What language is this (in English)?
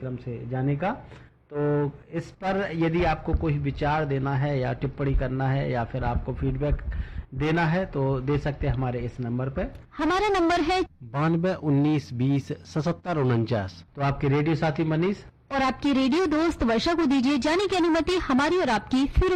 Hindi